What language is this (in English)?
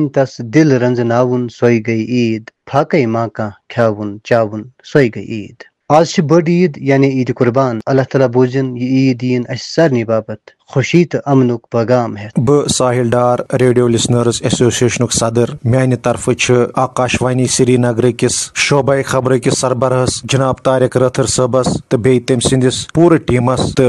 Kashmiri